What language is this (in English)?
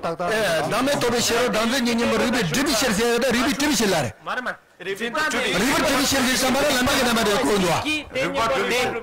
Tibetan